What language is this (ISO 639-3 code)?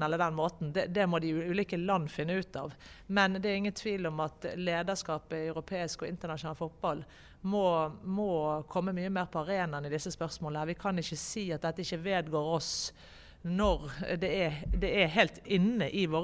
nor